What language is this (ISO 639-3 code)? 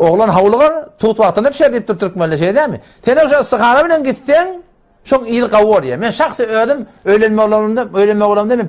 tuk